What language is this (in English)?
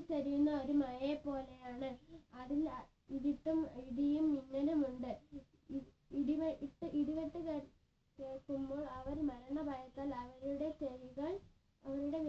Malayalam